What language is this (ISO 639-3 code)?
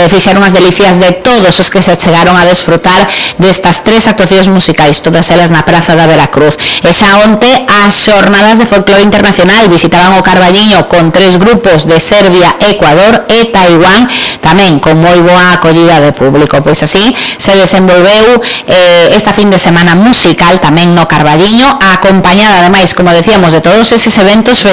glg